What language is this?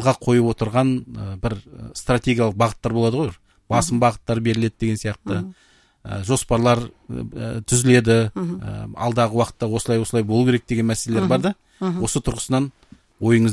Kazakh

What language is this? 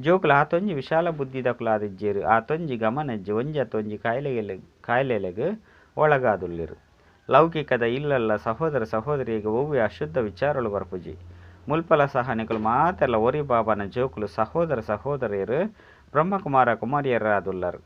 Tulu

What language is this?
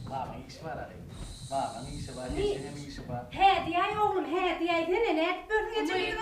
Turkmen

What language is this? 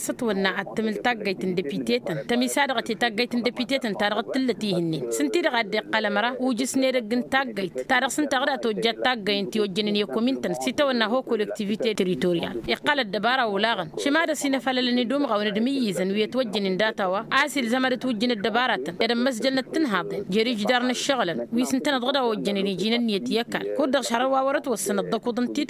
Tamasheq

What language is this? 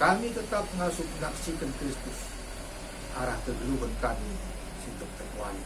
Batak Karo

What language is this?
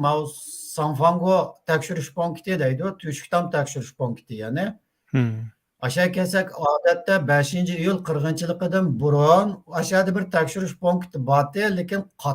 Uyghur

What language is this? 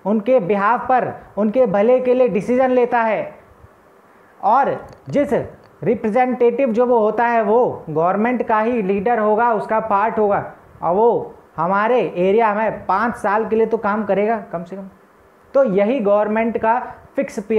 Hindi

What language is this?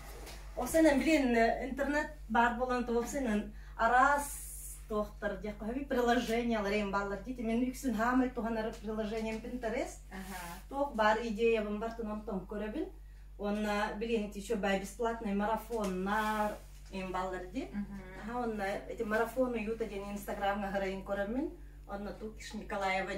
Yakut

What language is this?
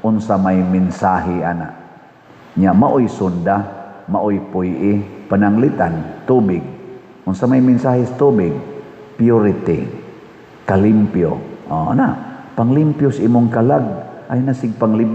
Cebuano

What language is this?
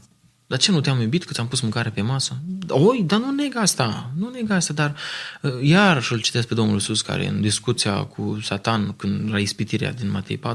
Romanian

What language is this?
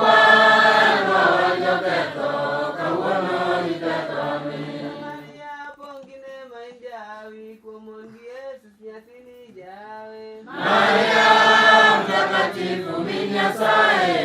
Luo (Kenya and Tanzania)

